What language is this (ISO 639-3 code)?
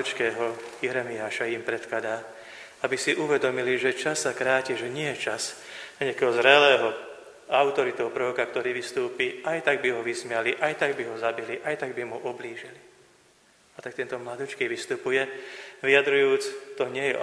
slk